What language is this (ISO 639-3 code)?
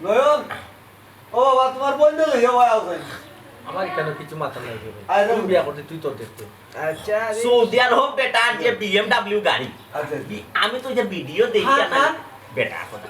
syl